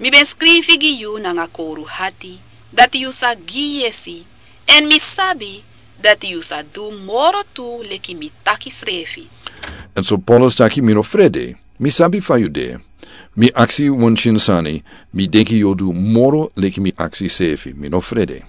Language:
Sranan Tongo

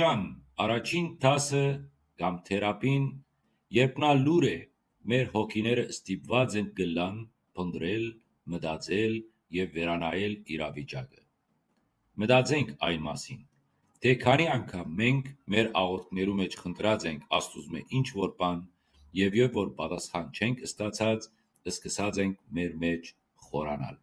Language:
Western Armenian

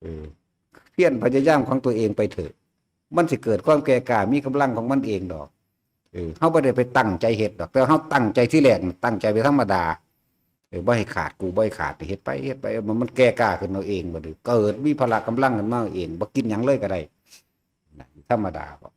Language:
Lao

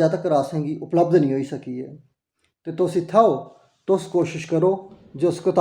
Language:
Dogri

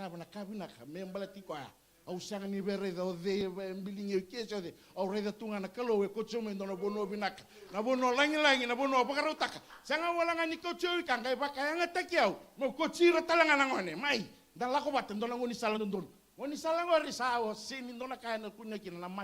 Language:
Fijian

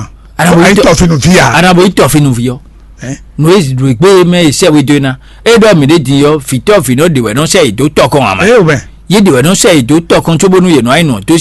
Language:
Fon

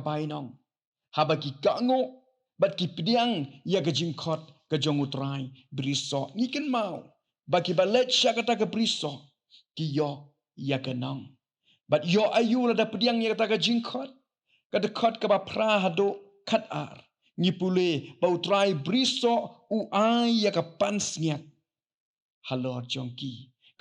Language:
Khasi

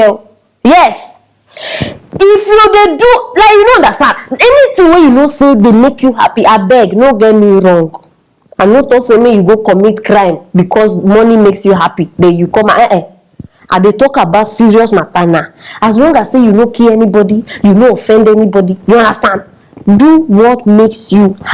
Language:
Nigerian Pidgin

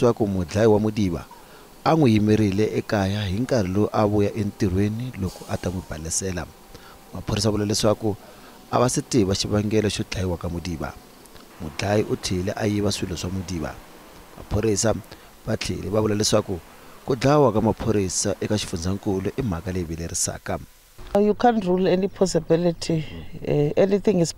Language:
Tsonga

